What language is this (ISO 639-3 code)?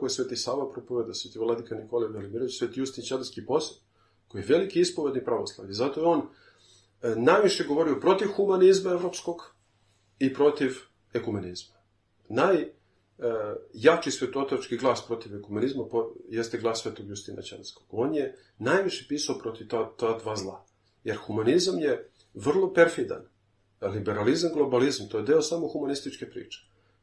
srp